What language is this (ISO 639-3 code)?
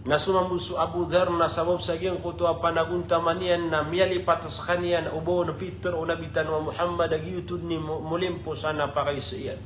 mrw